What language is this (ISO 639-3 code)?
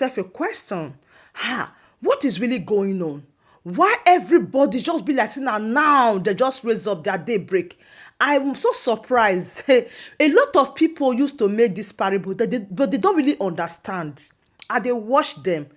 pcm